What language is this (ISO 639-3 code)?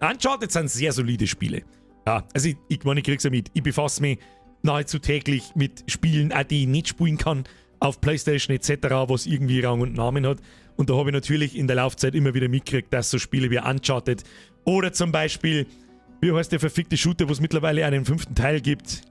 bar